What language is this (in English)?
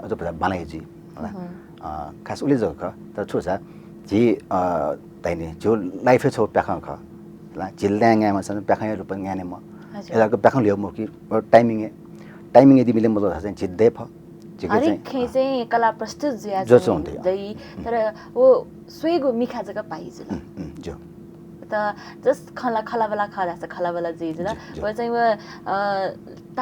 Newari